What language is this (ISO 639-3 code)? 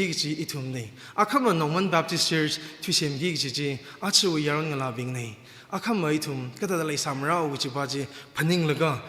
nmf